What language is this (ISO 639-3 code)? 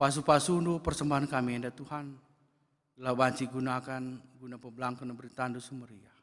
btx